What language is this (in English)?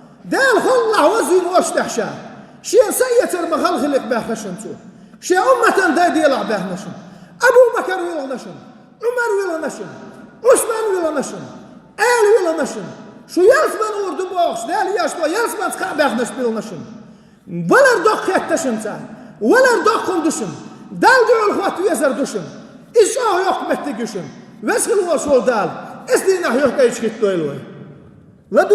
Chechen